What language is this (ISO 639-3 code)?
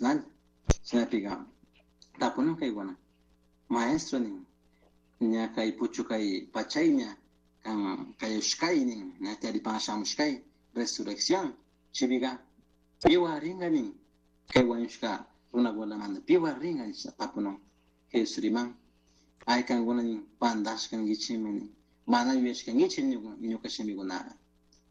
qug